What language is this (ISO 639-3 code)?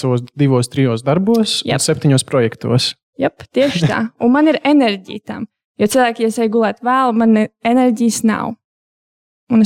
lav